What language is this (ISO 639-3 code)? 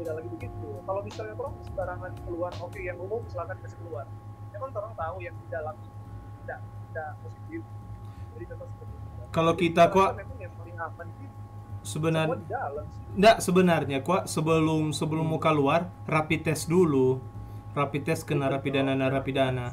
xmm